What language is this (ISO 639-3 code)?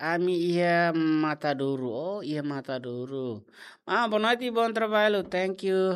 tet